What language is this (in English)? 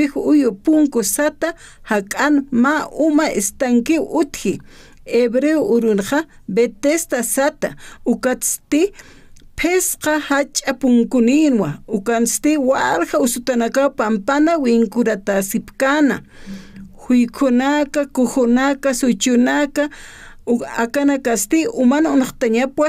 Aymara